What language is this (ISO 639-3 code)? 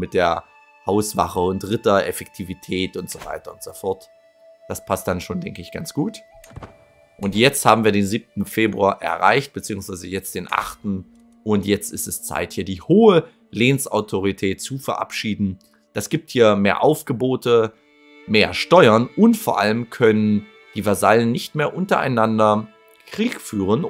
deu